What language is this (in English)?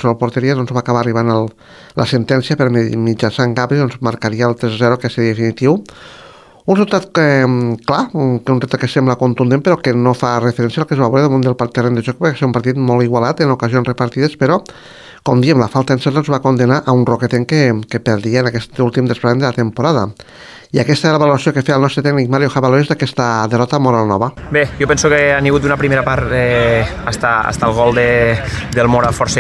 Catalan